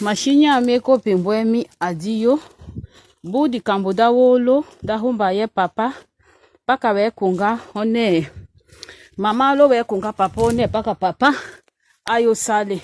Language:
Tetela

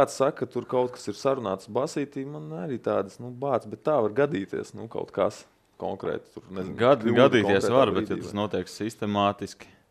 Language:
Latvian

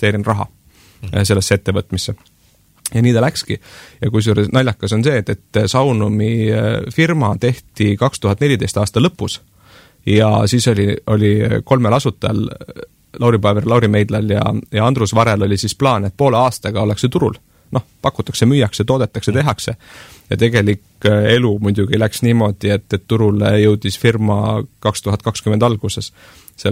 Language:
Estonian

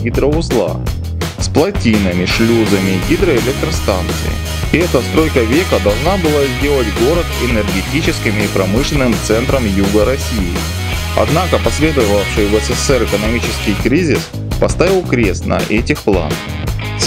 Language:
Russian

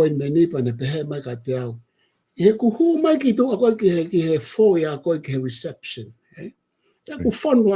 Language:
Tongan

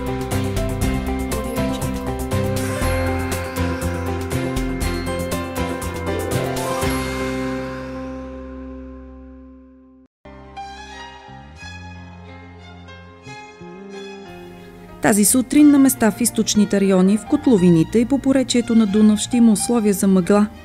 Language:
Bulgarian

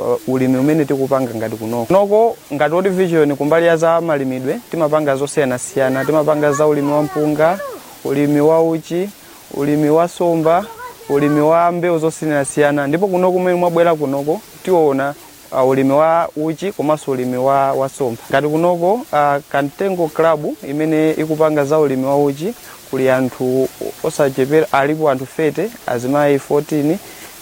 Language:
Nyanja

